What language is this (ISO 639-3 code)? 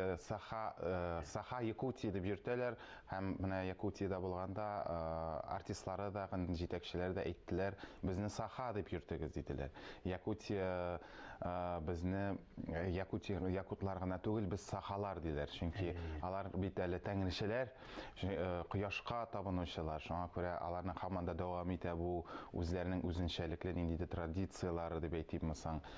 tat